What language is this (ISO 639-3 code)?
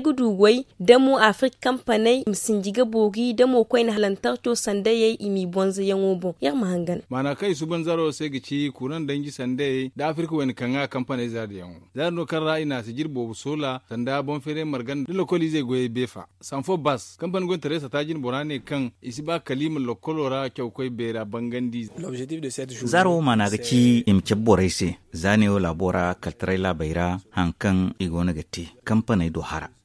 dje